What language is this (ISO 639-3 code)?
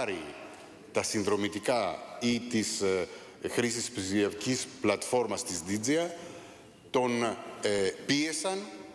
ell